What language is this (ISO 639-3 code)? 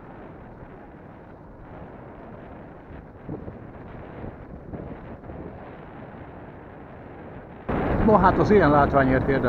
hun